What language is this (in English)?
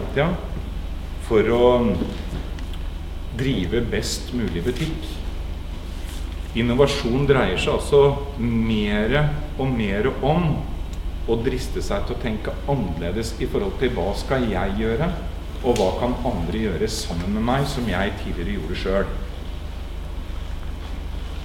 Norwegian